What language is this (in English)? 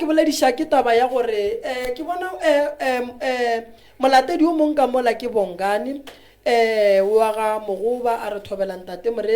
Northern Sotho